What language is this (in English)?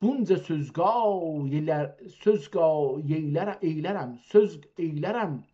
South Azerbaijani